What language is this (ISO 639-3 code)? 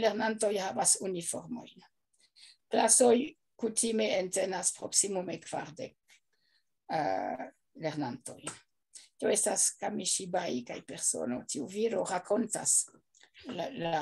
epo